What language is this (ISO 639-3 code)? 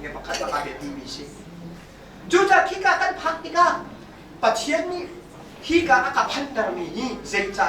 cnh